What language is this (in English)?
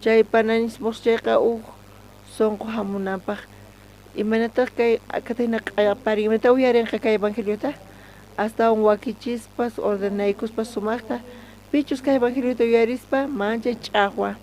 South Bolivian Quechua